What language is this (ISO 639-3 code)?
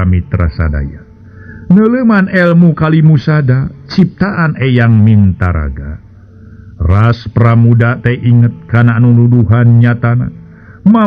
sun